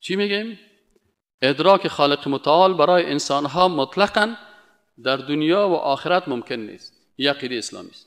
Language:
Persian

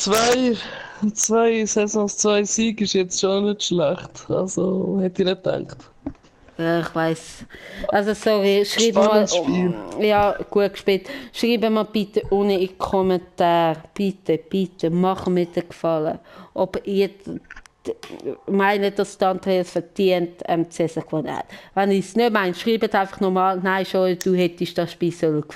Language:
Swiss German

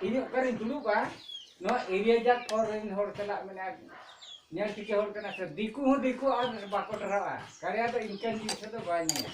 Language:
Santali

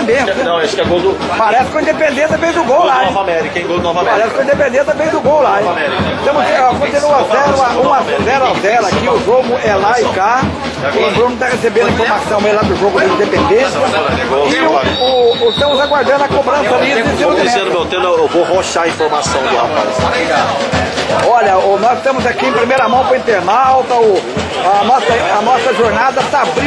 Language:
Portuguese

